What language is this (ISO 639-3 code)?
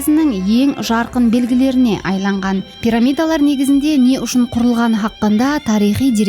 kaa